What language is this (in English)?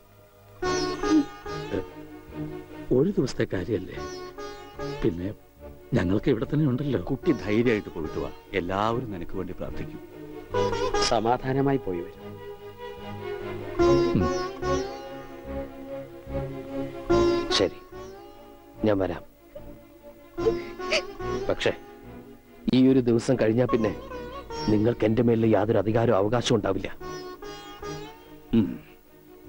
Malayalam